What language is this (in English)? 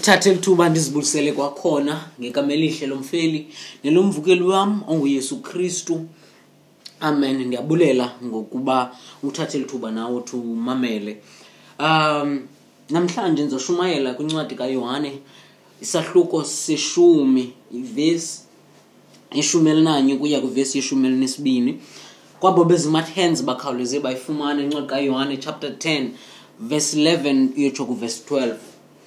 Xhosa